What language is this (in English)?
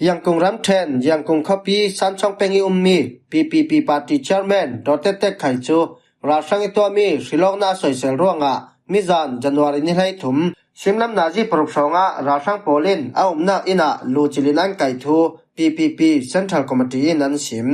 Falam Chin